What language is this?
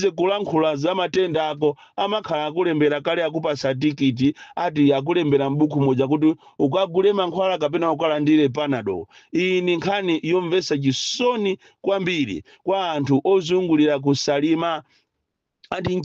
Nyanja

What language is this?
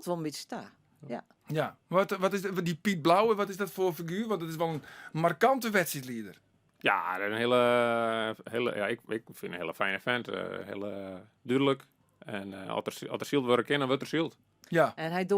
Western Frisian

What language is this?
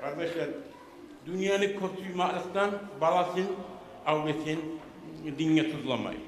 Kumyk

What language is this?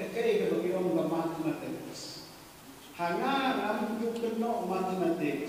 Khasi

